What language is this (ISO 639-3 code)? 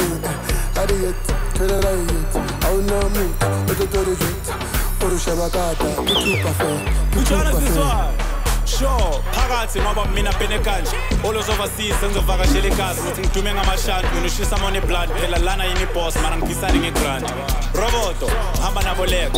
zul